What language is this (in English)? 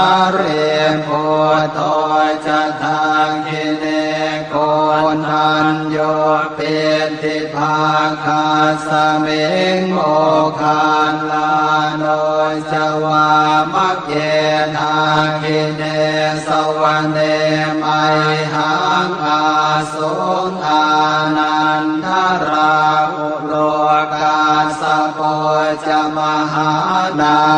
Pali